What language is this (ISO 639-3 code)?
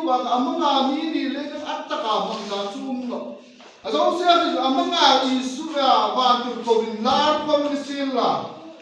hmr